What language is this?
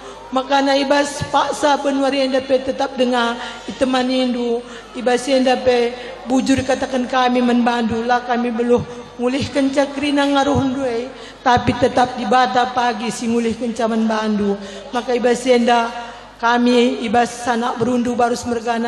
Batak Karo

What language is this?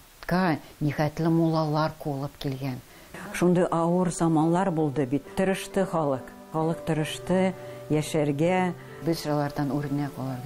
Tatar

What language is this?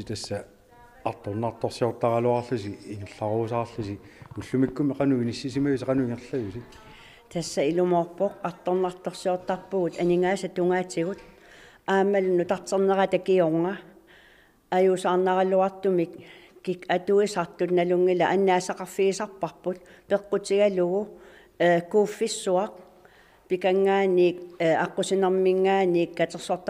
Kalaallisut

